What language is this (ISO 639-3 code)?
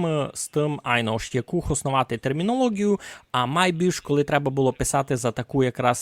rue